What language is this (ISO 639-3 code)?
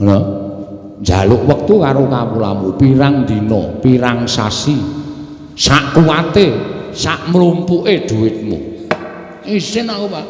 jav